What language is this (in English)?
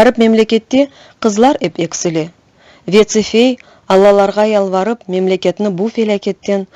Crimean Tatar